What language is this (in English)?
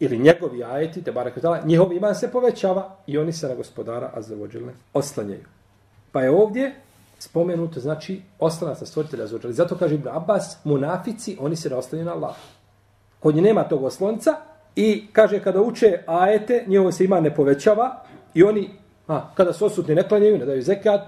Bosnian